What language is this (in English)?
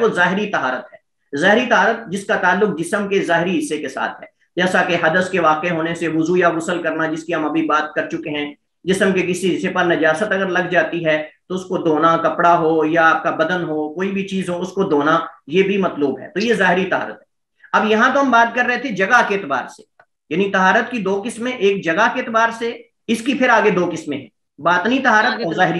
Urdu